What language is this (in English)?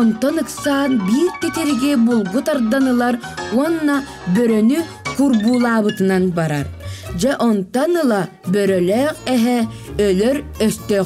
Yakut